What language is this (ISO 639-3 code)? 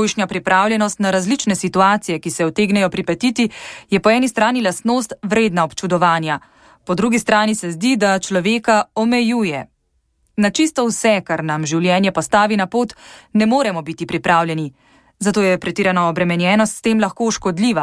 slv